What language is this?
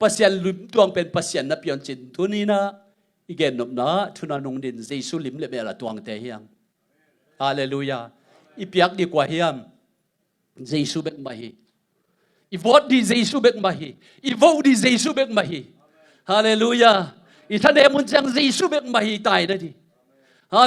Tedim Chin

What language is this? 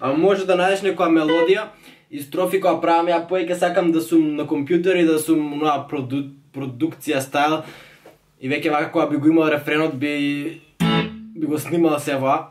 Macedonian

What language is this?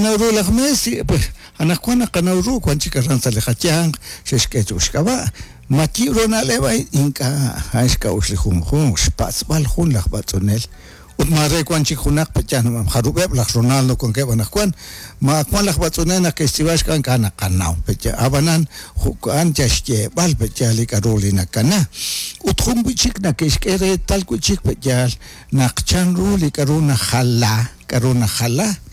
Kekchí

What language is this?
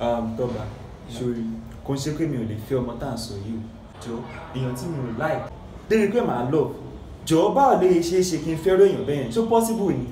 Yoruba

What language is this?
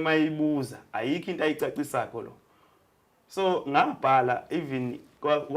Zulu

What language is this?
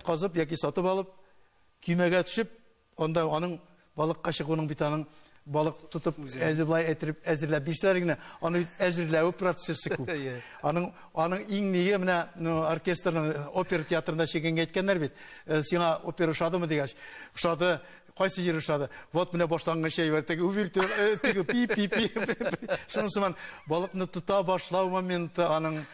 Tatar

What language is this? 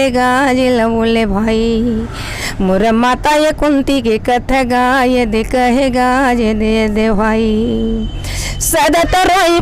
Chhattisgarhi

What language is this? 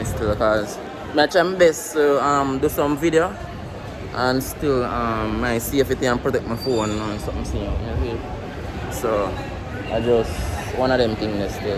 Jamaican Creole English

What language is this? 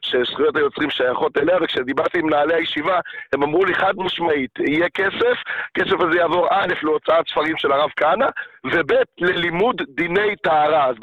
Hebrew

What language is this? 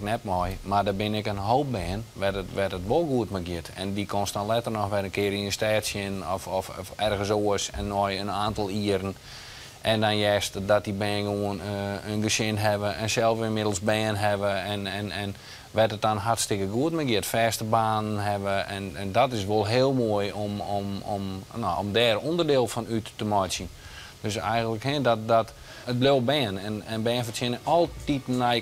Western Frisian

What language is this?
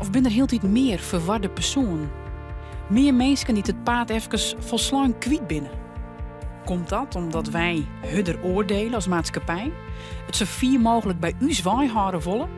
Western Frisian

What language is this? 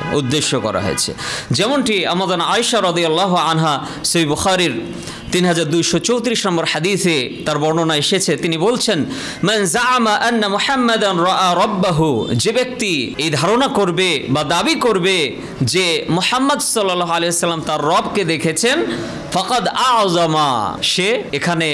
Bangla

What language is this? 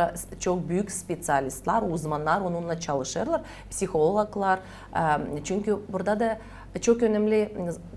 Gagauz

